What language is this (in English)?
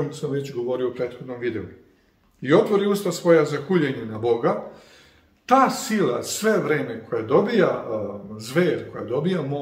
Serbian